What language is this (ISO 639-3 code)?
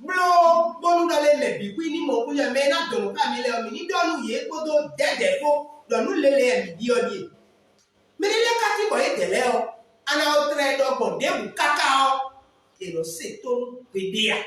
fon